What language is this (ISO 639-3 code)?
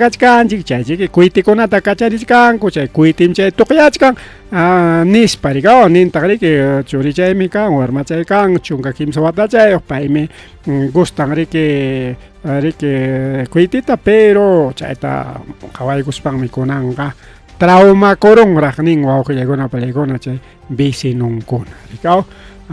quy